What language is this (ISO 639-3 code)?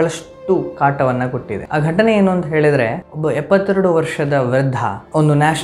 kan